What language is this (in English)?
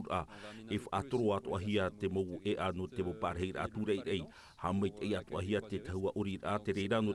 Tahitian